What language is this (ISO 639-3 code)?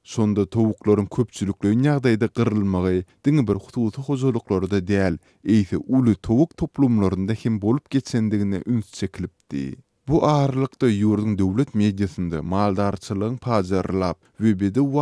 tuk